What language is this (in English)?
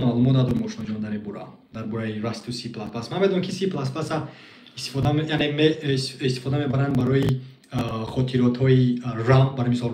Tajik